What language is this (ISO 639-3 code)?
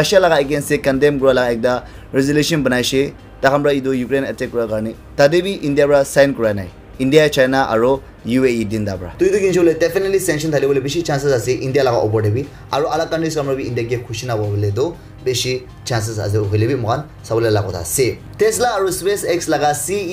nag